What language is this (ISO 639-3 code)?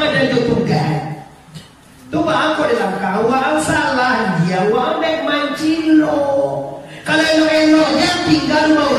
min